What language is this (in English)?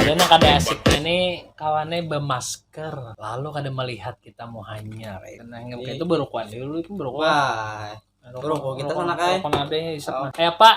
Banjar